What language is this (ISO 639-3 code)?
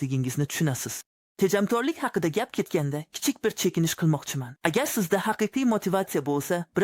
uzb